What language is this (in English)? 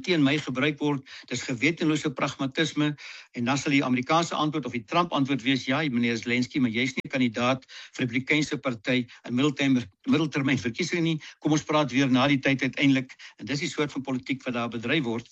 Afrikaans